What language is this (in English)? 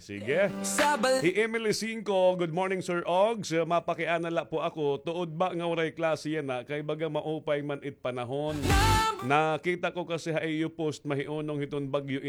Waray